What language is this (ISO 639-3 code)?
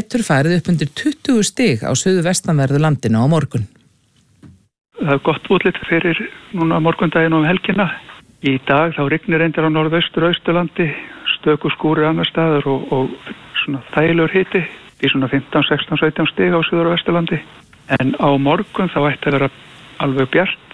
isl